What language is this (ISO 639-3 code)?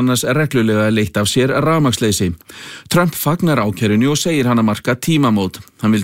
isl